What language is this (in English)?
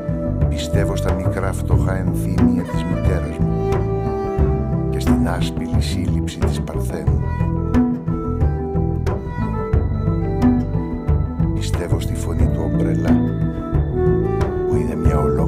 Greek